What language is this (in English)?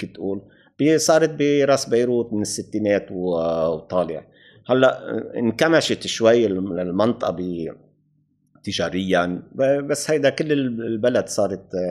North Levantine Arabic